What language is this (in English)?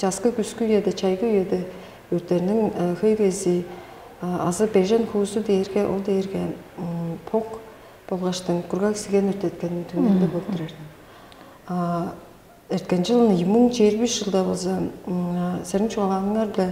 Tuvinian